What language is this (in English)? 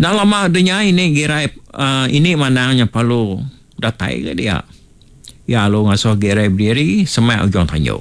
Iban